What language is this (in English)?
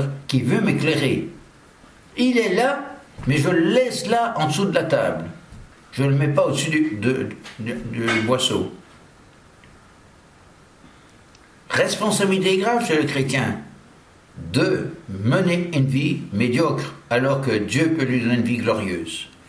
French